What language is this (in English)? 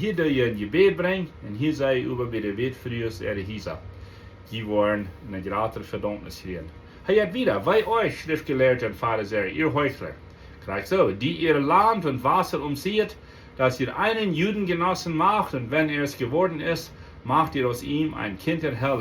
Plautdietsch